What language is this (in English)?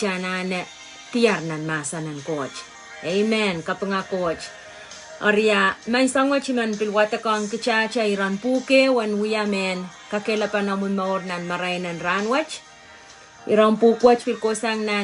Pohnpeian